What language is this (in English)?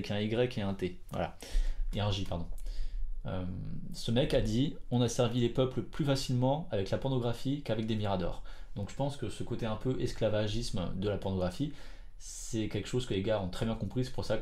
French